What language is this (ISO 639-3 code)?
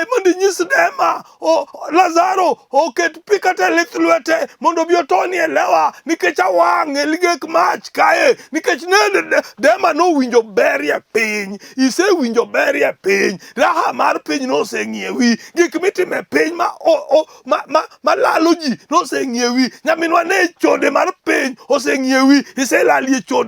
luo